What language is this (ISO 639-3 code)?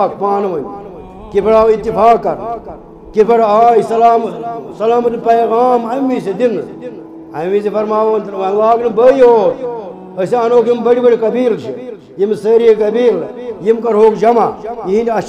kas